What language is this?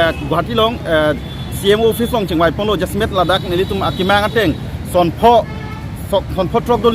Karbi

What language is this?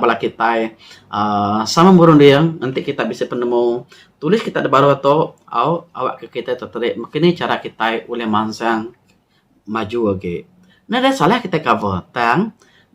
Iban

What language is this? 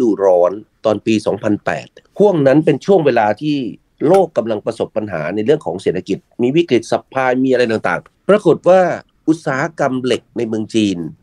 Thai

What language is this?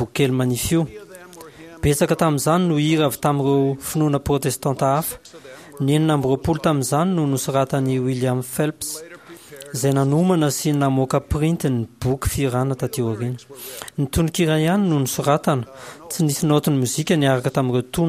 Malagasy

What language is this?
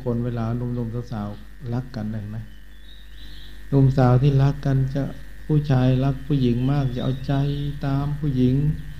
Thai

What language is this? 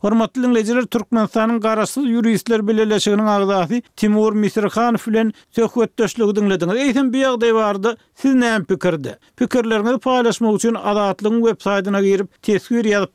Turkmen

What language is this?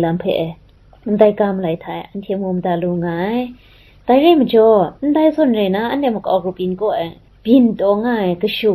Kachin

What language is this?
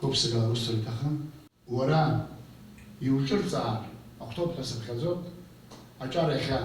Abkhazian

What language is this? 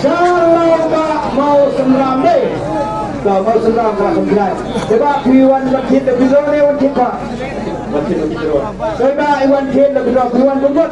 Khasi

